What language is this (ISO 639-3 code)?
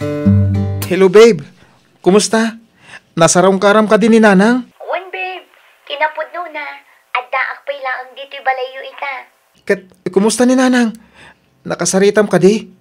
ilo